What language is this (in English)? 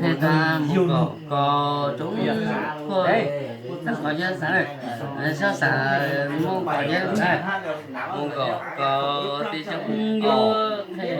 Hmong